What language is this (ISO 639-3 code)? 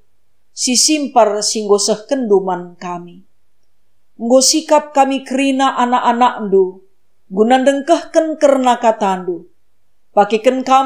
btx